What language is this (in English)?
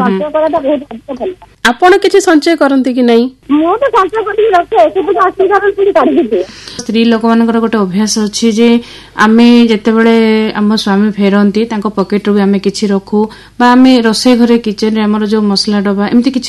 Odia